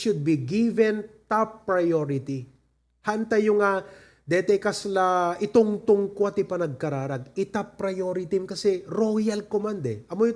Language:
Iloko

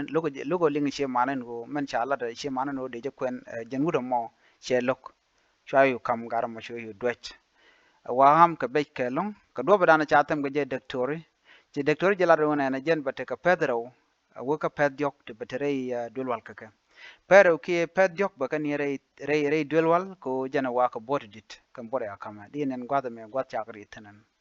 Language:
Nuer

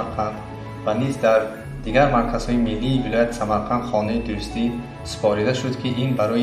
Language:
Tajik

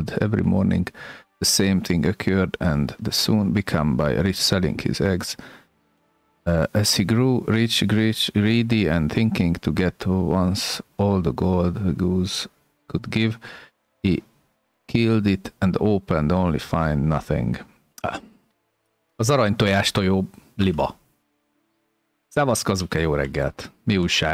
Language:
Hungarian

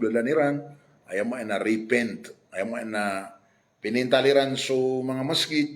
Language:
Maranao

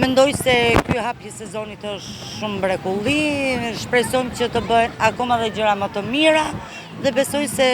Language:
Albanian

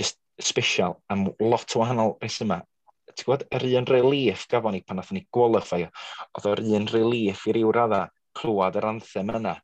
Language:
Welsh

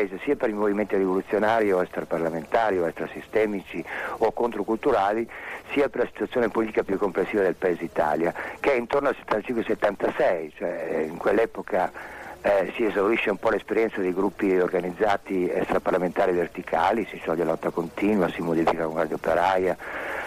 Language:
Italian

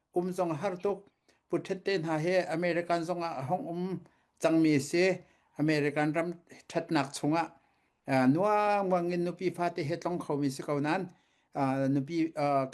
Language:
Falam Chin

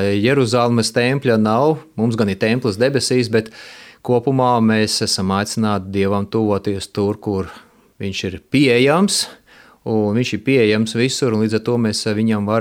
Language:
Latvian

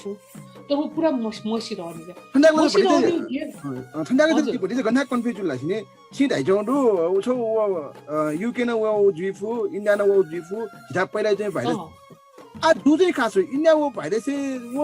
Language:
Newari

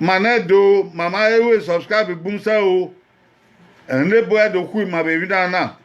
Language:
Bini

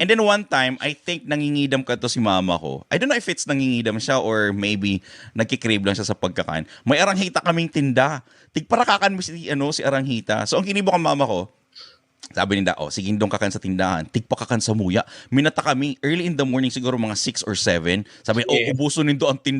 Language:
Bikol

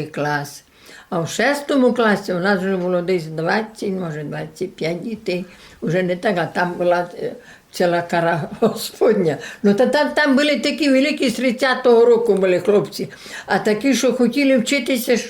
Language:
Rusyn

